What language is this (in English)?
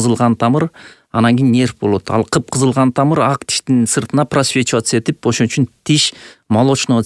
Kyrgyz